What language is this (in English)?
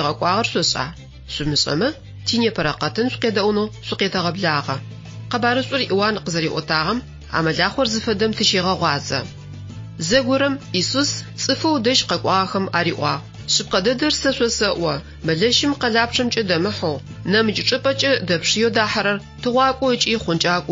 Adyghe